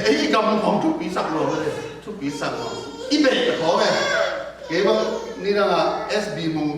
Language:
Tedim Chin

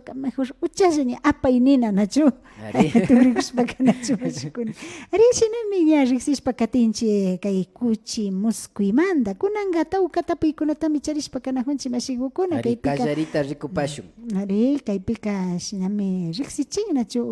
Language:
Imbabura Highland Quichua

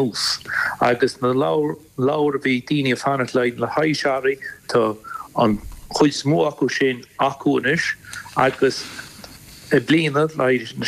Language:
Irish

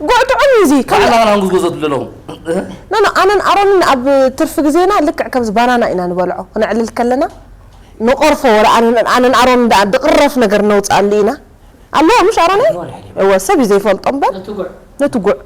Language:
Tigrinya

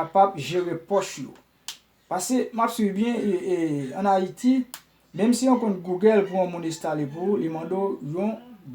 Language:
Haitian Creole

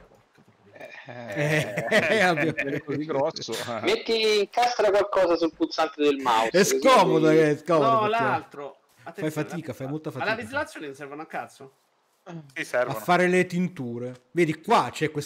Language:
Italian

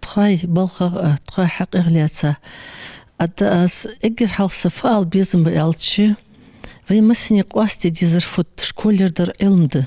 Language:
Ingush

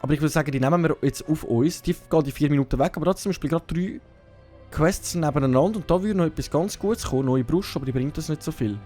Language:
Swiss German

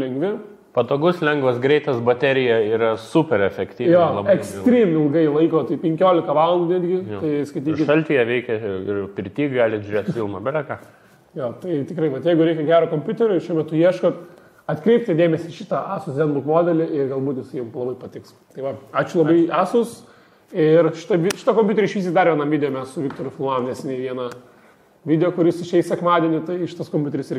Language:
Lithuanian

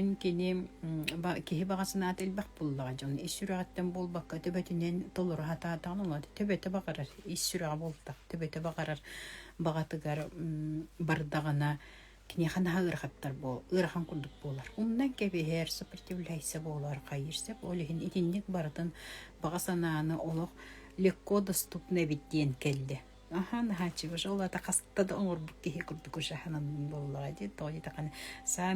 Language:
Yakut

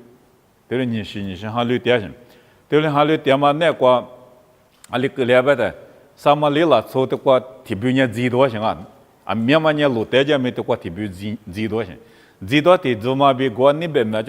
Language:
Lisu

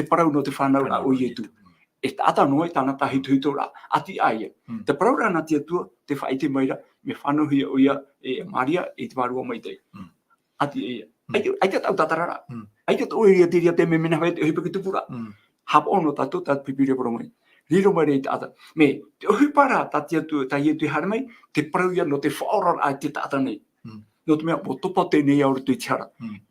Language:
Tahitian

